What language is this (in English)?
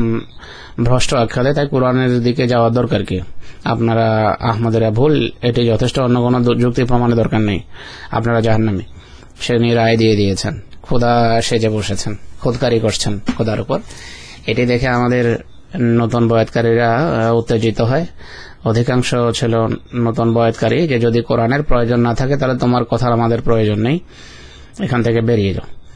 Bangla